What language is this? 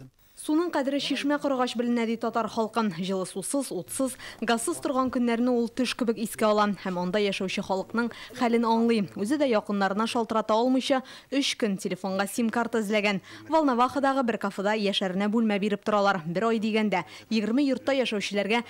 Tatar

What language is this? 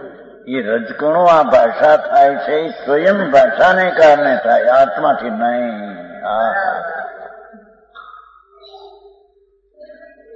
Gujarati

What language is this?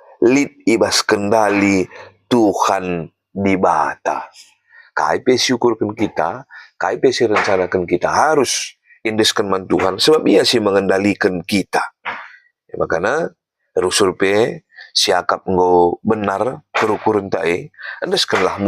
Batak Karo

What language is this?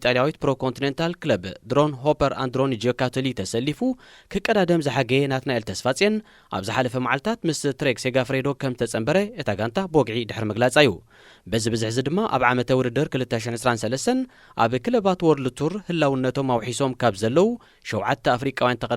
Tigrinya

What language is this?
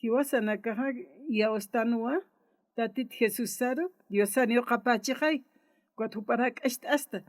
Aymara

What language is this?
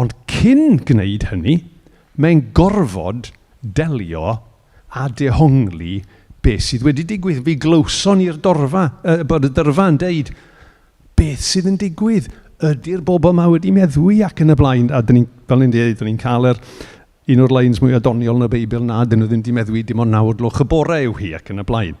Welsh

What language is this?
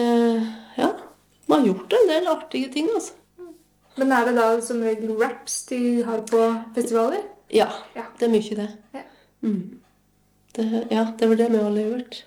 Norwegian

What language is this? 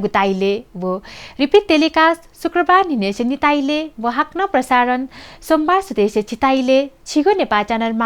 Newari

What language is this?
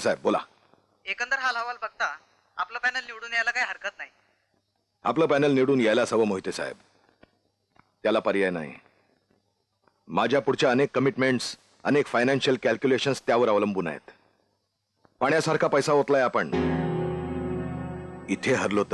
Marathi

